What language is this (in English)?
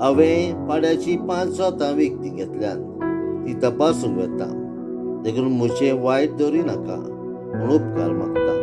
Konkani